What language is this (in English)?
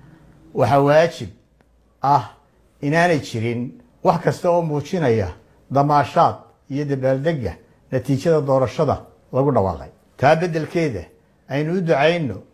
Somali